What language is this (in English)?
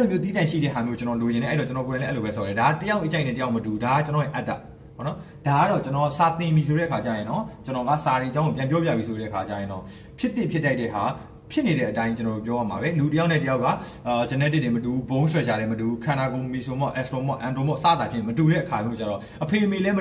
Burmese